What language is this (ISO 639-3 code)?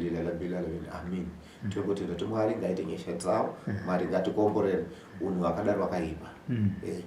sna